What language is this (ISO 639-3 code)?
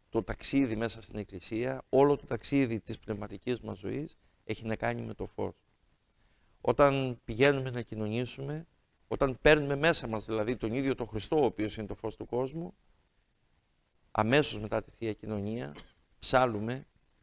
ell